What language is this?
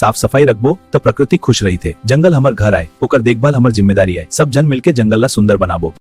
Chhattisgarhi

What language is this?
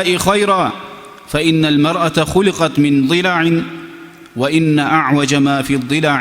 Kumyk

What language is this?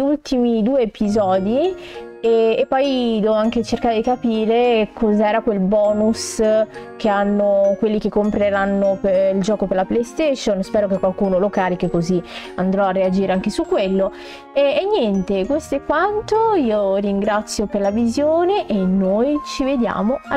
Italian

